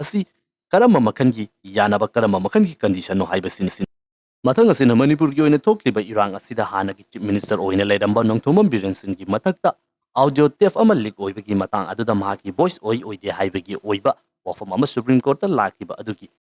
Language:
Manipuri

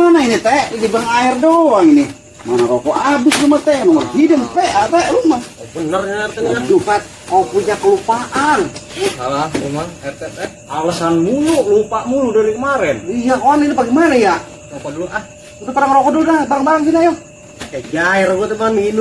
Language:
Betawi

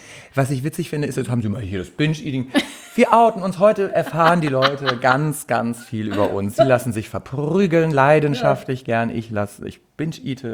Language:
German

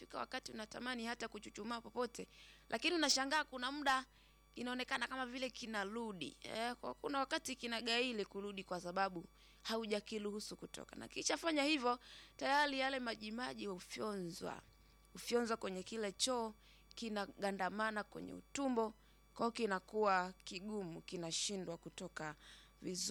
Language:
Swahili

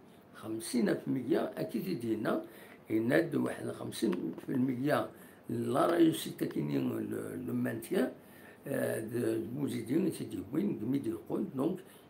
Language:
Kabyle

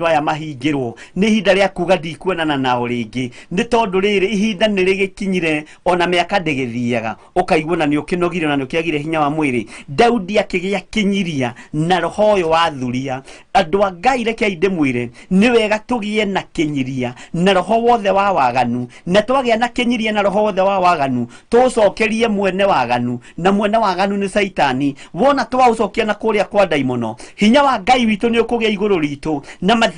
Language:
Kikuyu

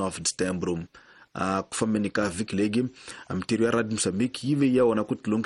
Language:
Tsonga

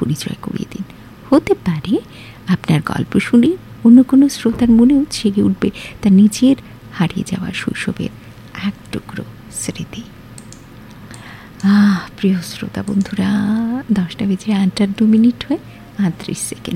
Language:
Bangla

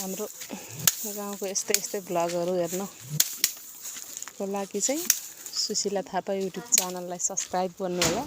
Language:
Nepali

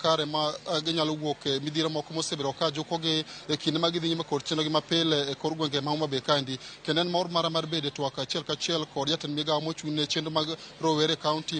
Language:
Luo (Kenya and Tanzania)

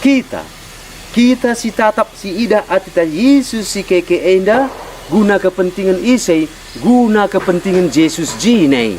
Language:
Batak Karo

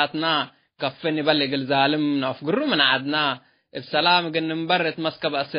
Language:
Tigre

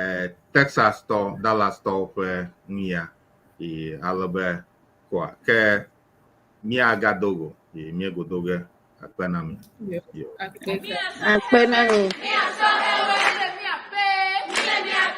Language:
Ewe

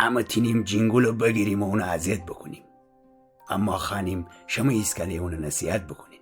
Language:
Gilaki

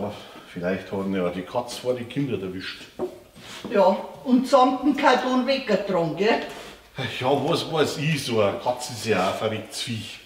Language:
Bavarian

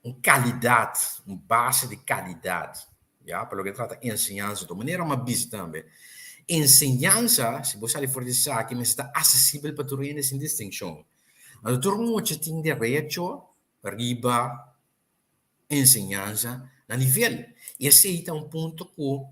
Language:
Papiamento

